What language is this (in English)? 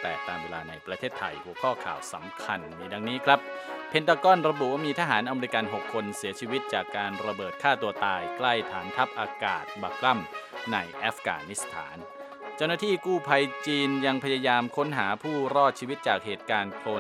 Thai